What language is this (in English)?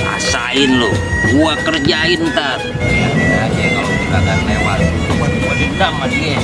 Betawi